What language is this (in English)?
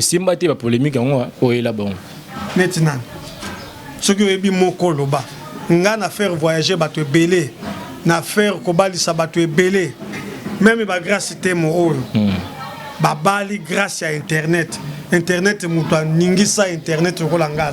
Lingala